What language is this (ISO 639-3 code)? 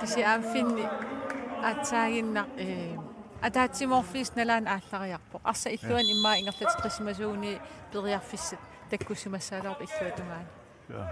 kal